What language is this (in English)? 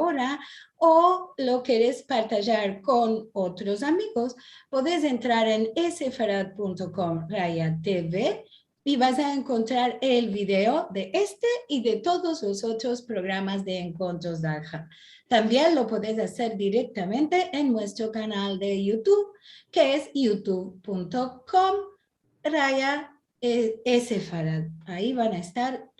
Ladino